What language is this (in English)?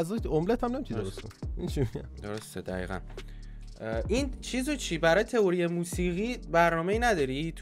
Persian